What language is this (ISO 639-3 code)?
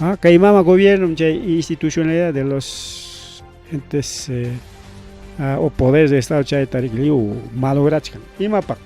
quy